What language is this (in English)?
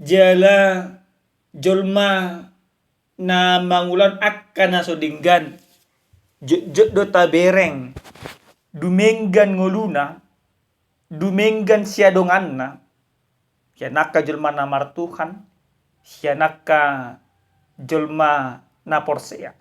Batak Toba